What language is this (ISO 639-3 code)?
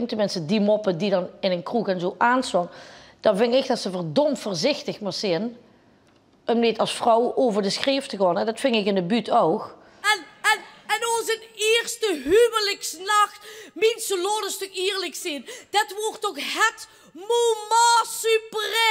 lim